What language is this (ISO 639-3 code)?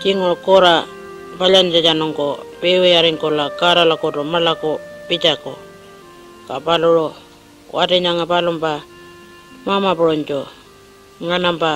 pjt